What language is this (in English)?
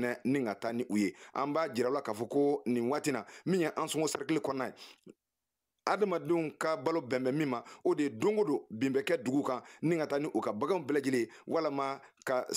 Bambara